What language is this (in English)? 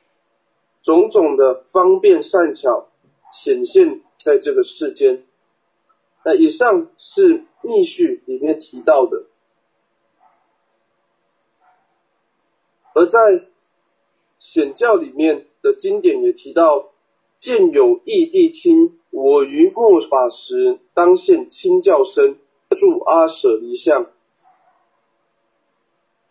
Chinese